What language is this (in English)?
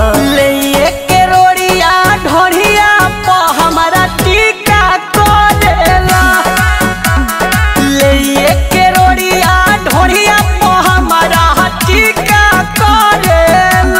Bhojpuri